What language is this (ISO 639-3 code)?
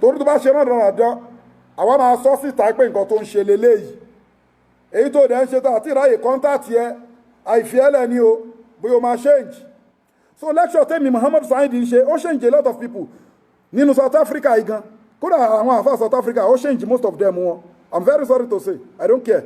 yor